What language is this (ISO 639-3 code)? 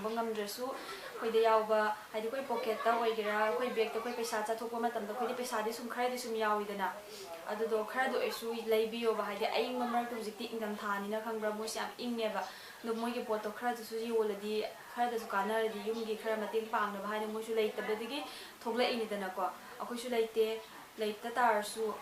mni